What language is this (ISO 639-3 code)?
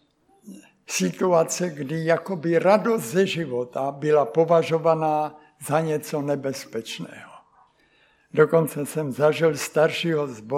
ces